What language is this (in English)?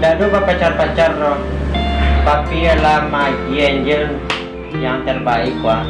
Minangkabau